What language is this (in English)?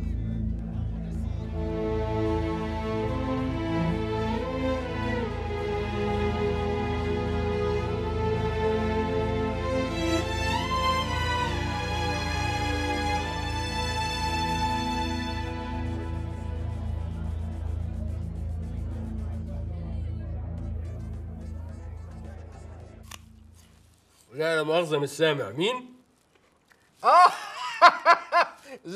Egyptian Arabic